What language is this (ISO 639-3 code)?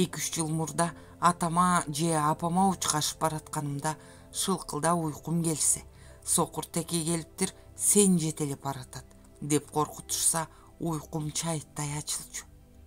kir